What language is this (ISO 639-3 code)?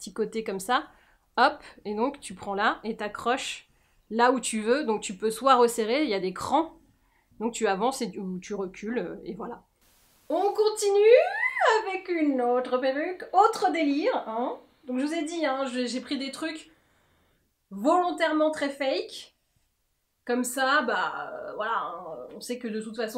fra